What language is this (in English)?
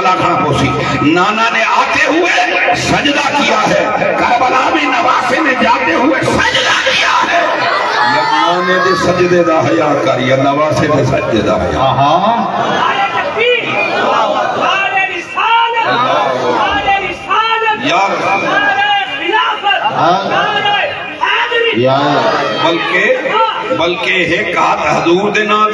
Saraiki